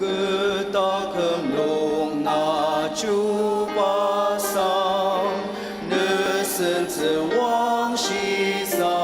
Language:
Ao Naga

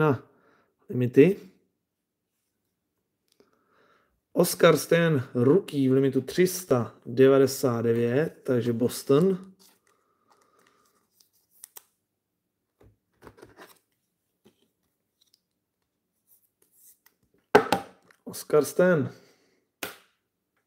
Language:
Czech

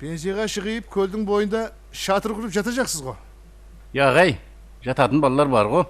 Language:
Kara-Kalpak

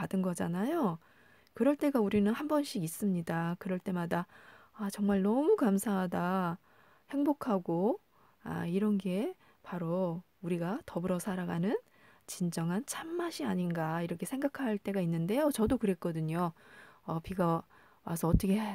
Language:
Korean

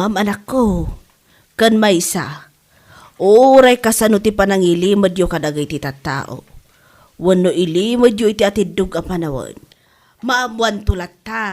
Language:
Iloko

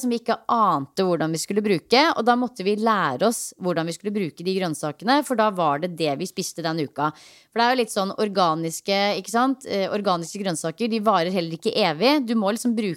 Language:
Norwegian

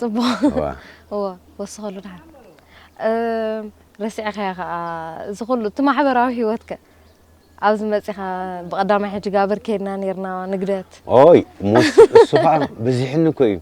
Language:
Tigrinya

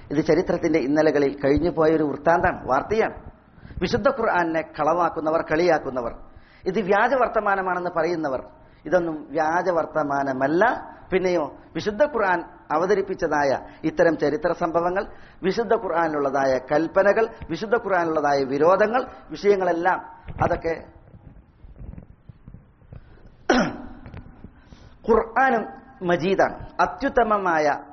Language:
Malayalam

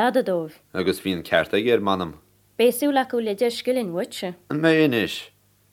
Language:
Irish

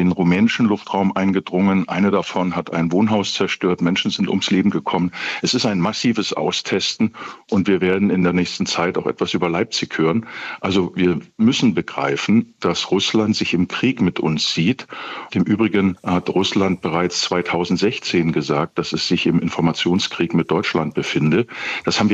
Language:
German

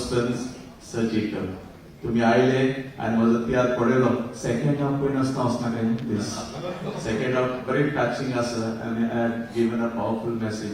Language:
Konkani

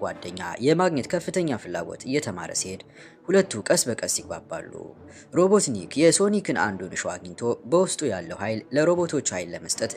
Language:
Amharic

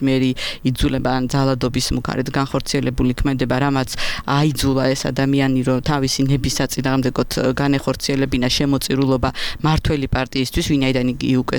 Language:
Georgian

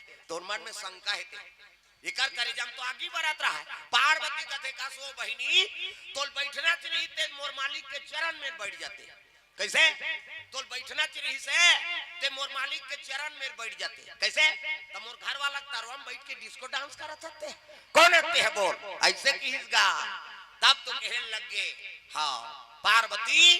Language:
Chhattisgarhi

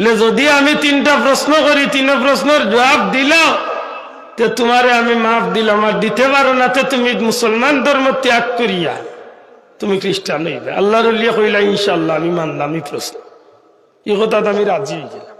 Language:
Sylheti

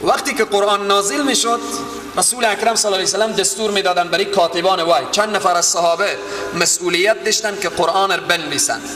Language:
Persian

